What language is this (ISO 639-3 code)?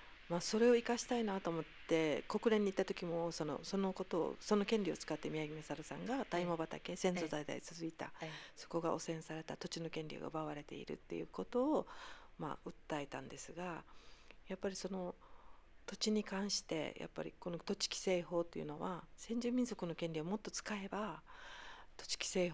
jpn